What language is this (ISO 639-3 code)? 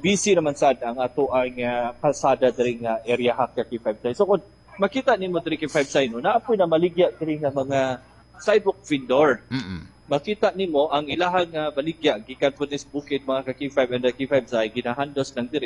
ceb